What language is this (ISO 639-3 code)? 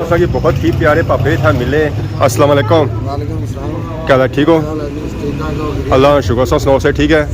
phr